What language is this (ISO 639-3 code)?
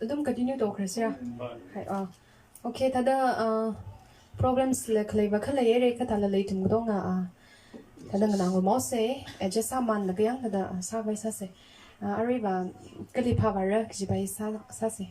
nmf